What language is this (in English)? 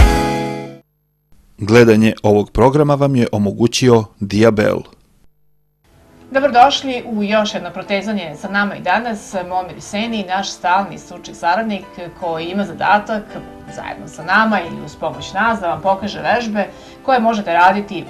Serbian